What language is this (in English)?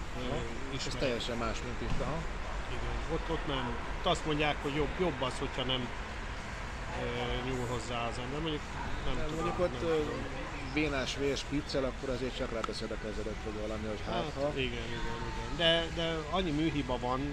Hungarian